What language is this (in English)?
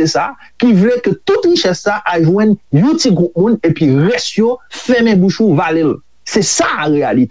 Haitian Creole